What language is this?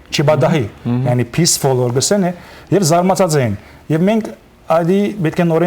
Western Armenian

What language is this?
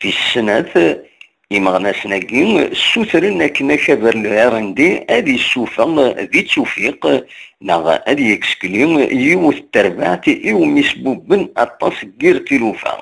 Kabyle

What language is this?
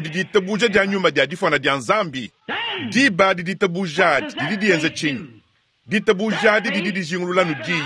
Luba-Lulua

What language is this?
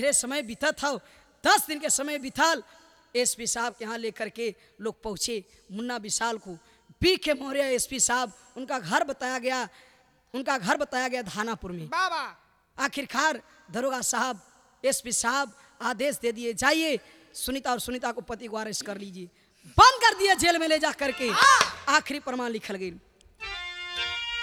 Bhojpuri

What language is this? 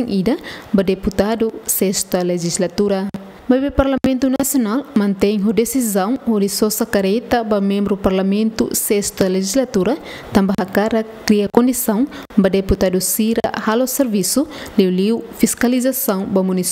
Tetum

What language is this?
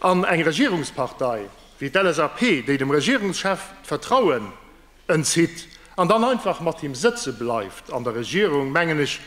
Luxembourgish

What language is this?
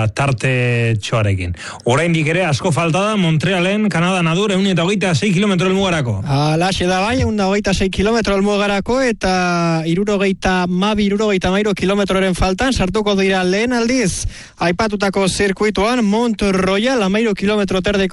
Basque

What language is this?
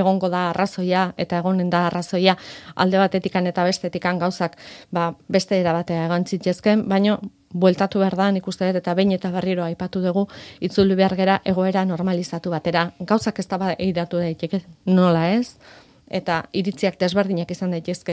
Basque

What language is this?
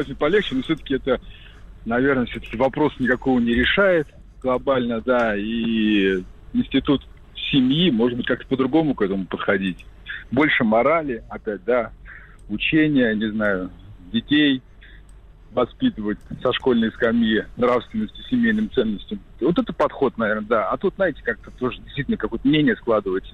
Russian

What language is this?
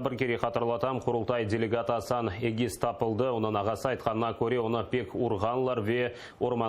Crimean Tatar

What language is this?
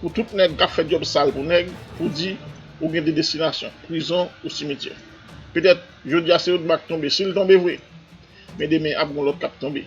Haitian Creole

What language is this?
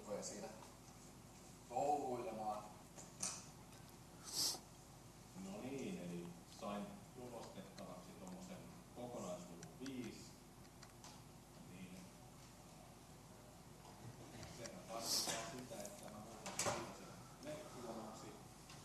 Finnish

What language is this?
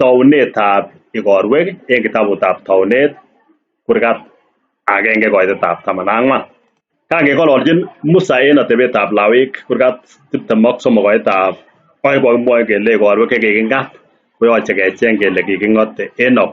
Kalenjin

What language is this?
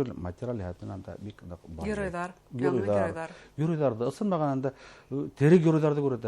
Bashkir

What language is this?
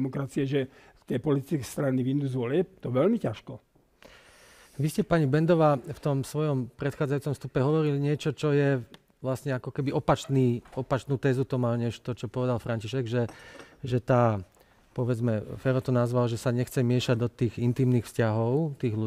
Slovak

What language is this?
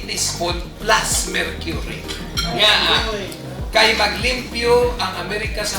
Hiligaynon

